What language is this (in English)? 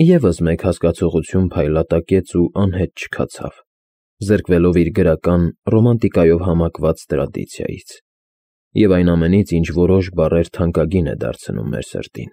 Armenian